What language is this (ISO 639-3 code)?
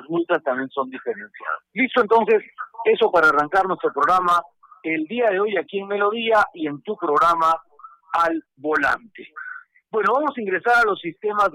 spa